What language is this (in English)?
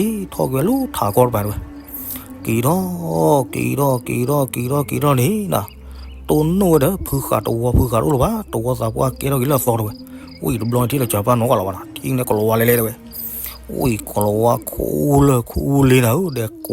S'gaw Karen